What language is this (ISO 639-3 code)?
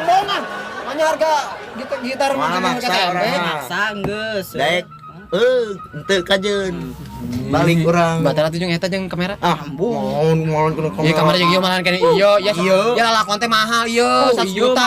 sun